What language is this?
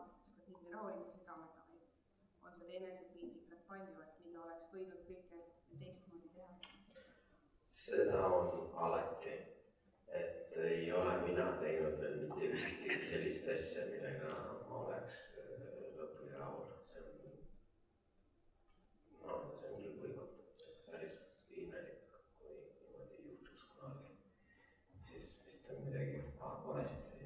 Estonian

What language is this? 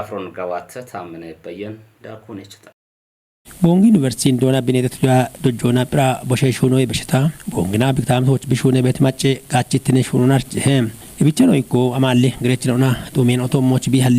Kafa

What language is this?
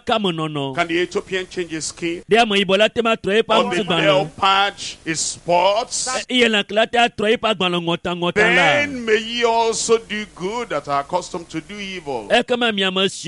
Ewe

